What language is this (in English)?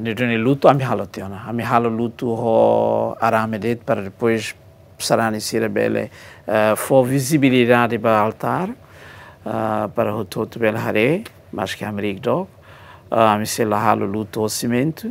Tetum